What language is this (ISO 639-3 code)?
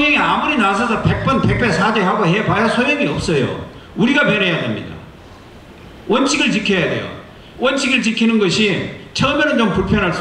kor